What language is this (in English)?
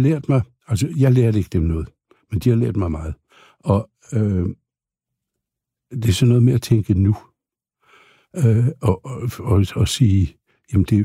Danish